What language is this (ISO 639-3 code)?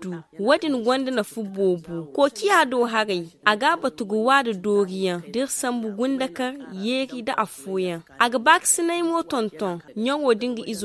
dje